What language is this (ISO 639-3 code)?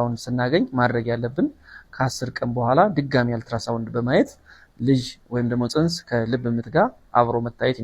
amh